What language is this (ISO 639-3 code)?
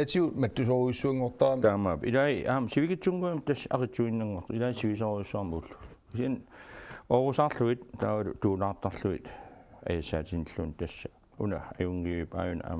kal